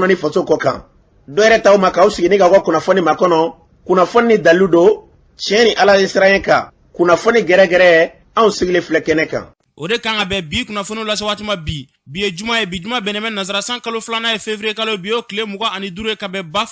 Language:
Bambara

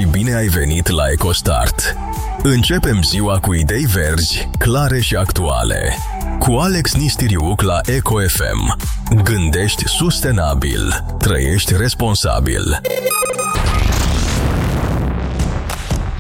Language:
Romanian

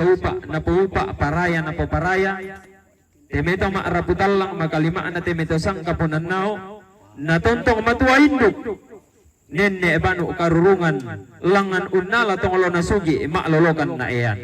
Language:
Toraja-Sa'dan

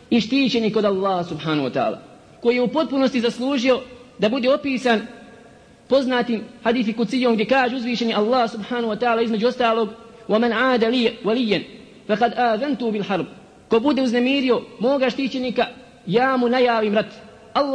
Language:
Bosnian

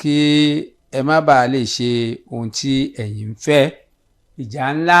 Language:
Yoruba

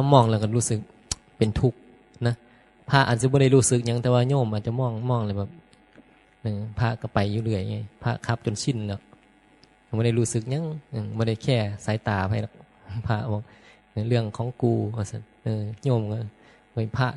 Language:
Northeastern Thai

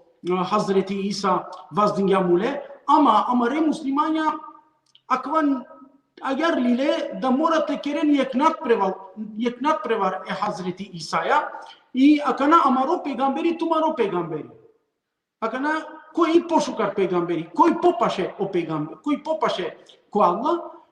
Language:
Balkan Romani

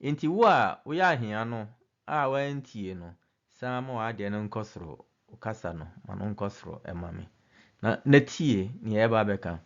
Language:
Akan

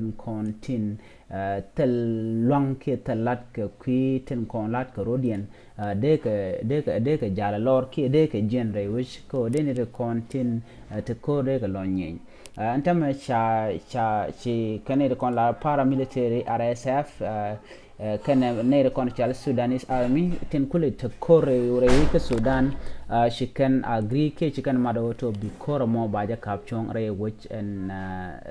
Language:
Nuer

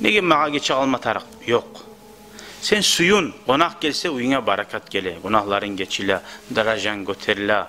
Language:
Kumyk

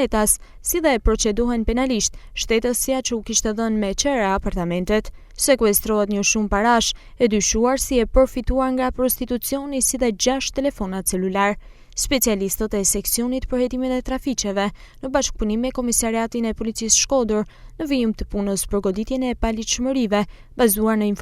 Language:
Albanian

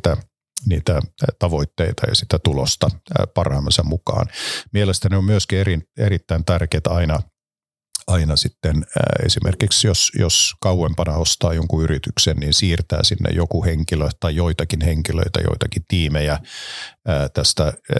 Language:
Finnish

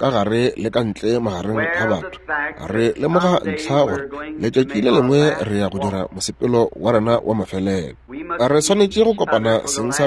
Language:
Northern Sotho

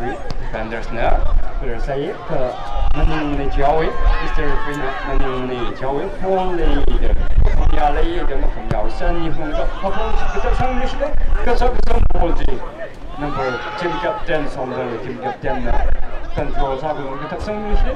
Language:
Tangkhul Naga (India)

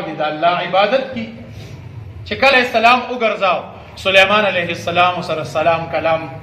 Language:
Pashto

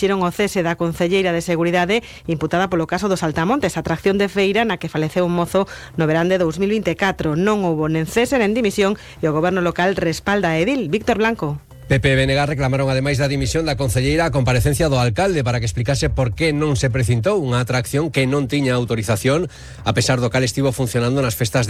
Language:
Galician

